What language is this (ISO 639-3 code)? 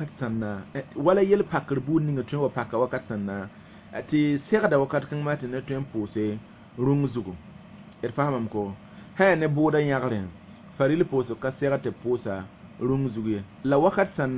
mos